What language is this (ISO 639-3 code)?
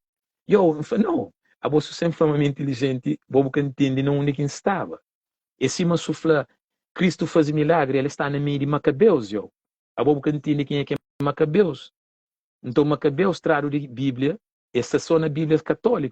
kea